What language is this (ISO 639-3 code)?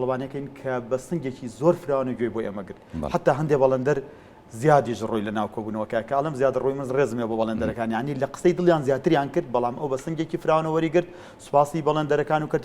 ckb